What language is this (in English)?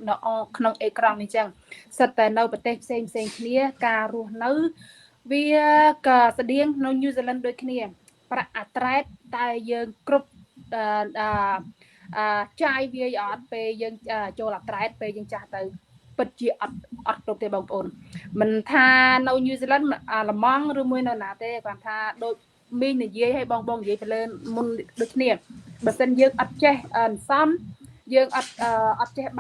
Khmer